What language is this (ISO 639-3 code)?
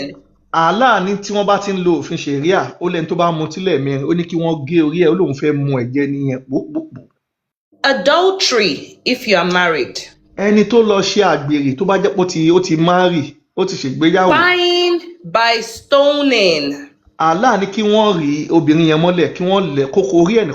yor